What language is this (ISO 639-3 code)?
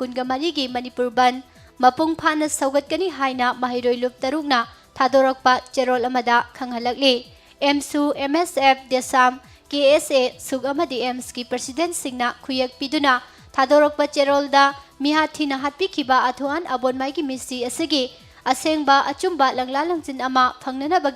mni